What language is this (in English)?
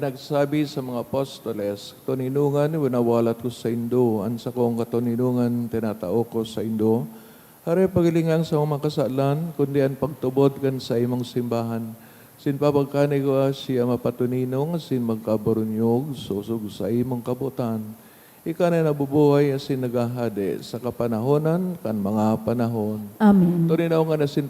Bikol